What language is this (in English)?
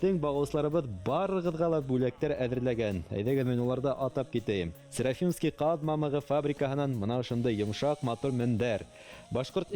Bashkir